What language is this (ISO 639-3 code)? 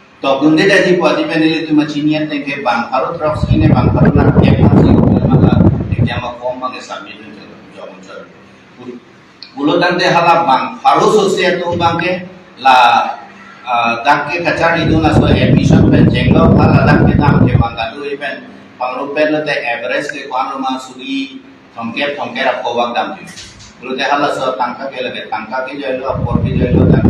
mjw